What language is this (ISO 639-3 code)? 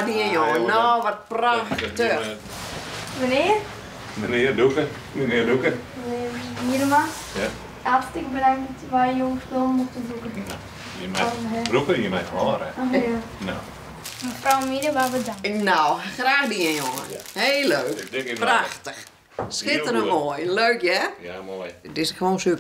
fry